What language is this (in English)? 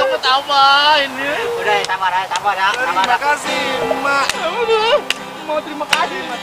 Betawi